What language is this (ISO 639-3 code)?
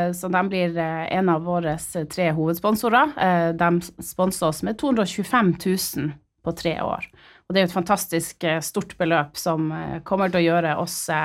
nor